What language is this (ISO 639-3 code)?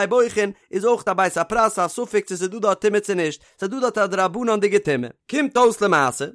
yid